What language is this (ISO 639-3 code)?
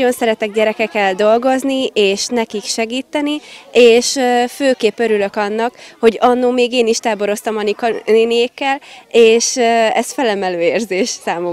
hun